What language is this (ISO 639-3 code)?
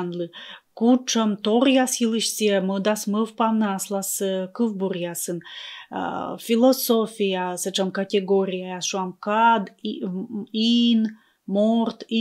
kom